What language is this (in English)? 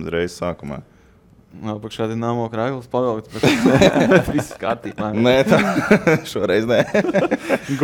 Latvian